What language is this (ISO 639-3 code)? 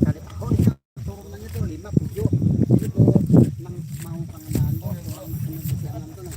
bjn